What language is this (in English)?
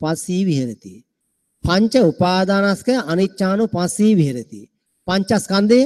Sinhala